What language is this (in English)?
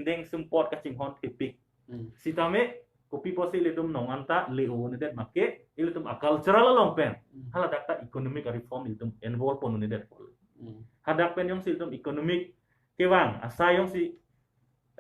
Karbi